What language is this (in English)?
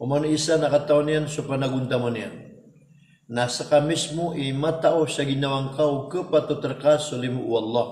Maranao